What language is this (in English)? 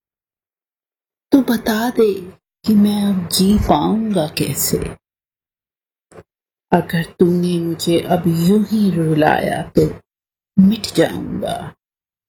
Urdu